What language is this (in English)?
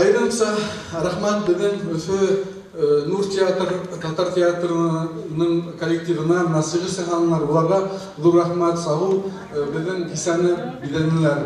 Bashkir